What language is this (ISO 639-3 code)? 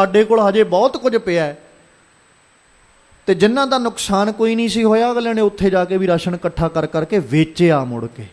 pan